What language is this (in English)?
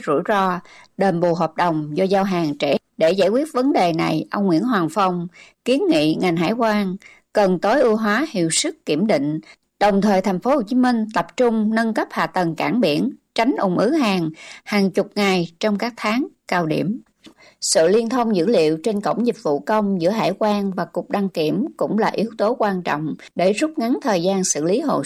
Vietnamese